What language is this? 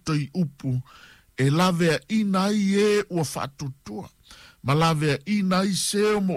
Samoan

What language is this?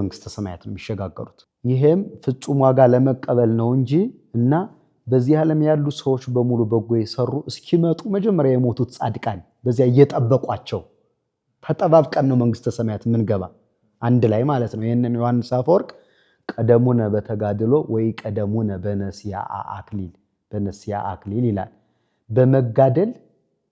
Amharic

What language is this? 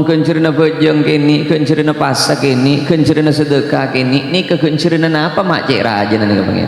Madurese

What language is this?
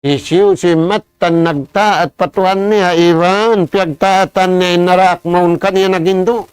Tausug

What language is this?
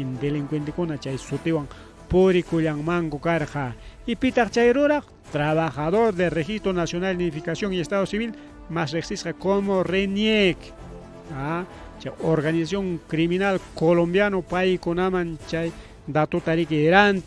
Ayacucho Quechua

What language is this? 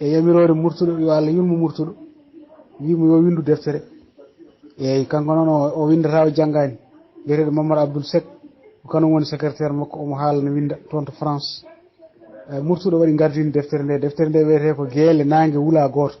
Fula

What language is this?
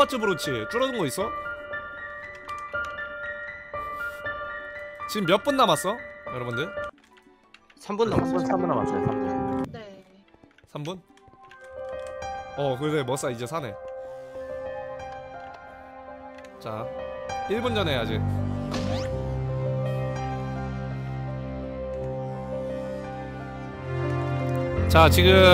Korean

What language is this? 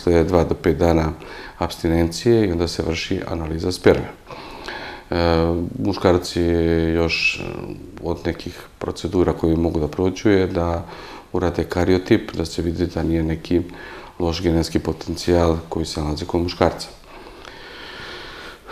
Serbian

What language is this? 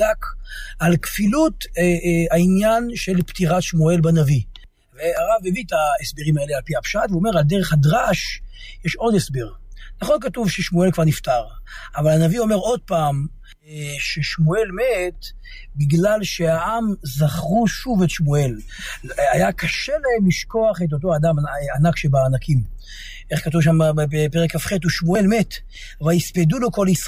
Hebrew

